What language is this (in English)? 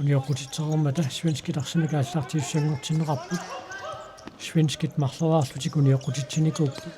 Kalaallisut